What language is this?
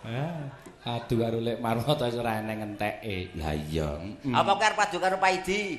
Javanese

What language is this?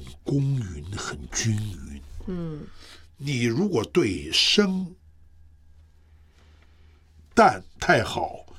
Chinese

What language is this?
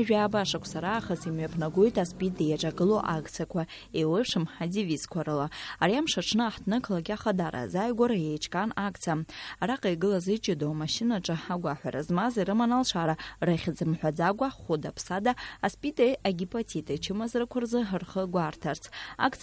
Abkhazian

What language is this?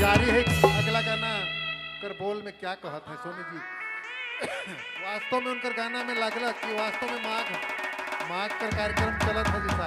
Sadri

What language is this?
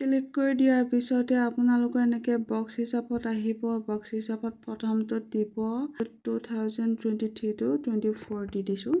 Assamese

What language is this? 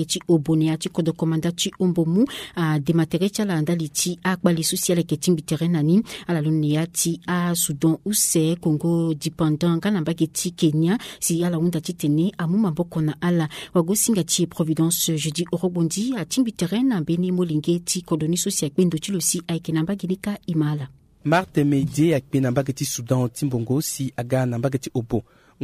Sango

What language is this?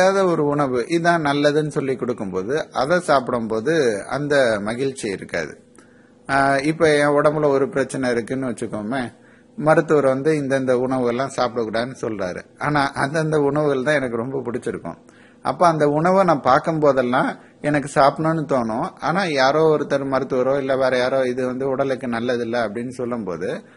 Tamil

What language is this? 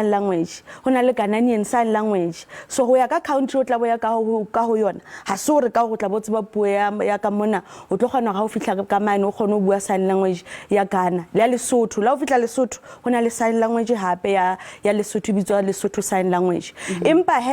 Southern Sotho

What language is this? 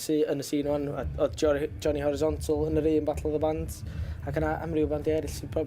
Welsh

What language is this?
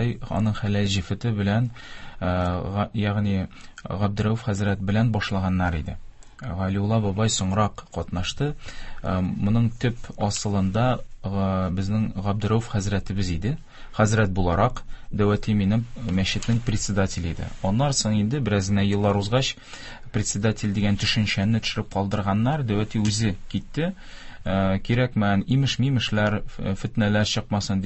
Tatar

